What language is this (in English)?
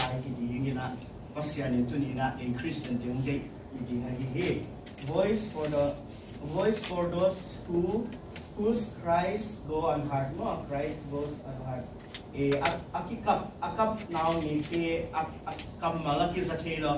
Tedim Chin